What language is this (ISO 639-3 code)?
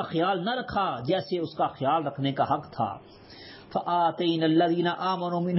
urd